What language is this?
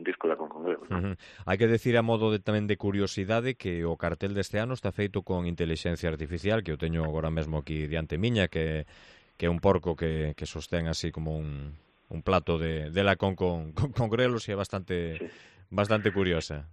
Galician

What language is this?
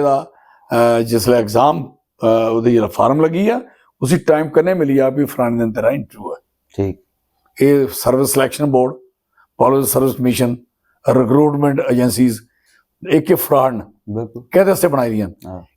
Dogri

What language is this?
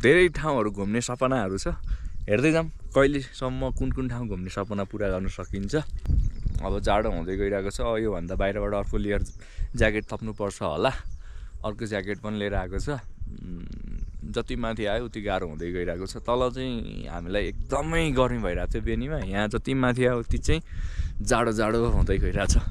Nepali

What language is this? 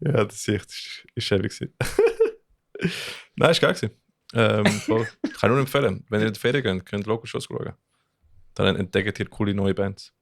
Swiss German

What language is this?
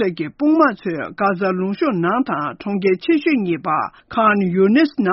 Tibetan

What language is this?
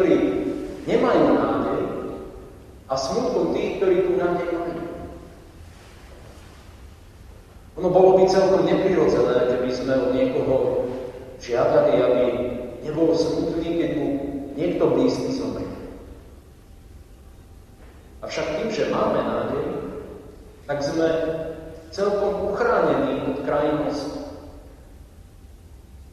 Slovak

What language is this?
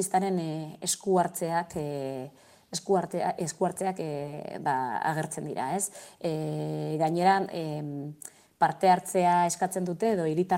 Basque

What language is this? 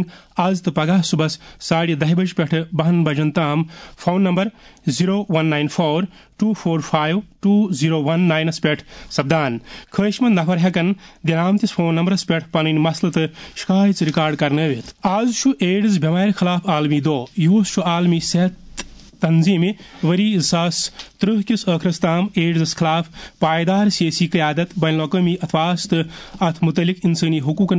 Kashmiri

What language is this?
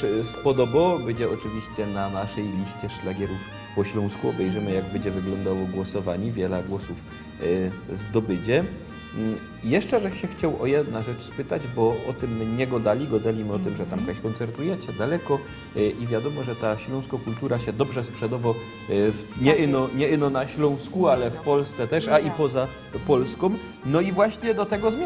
Silesian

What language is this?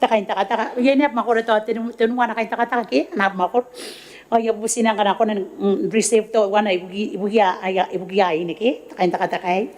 Gilbertese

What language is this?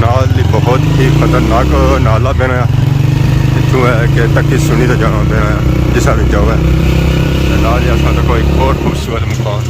Pahari-Potwari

